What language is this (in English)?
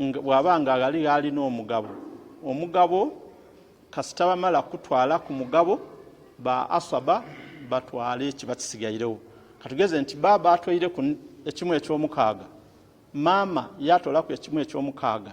Ganda